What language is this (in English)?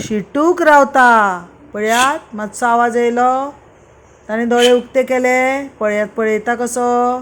Konkani